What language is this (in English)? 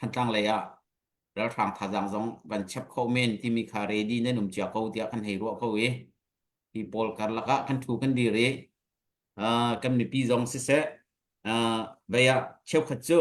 Hakha Chin